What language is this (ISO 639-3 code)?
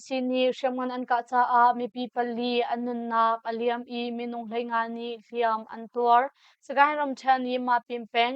cnh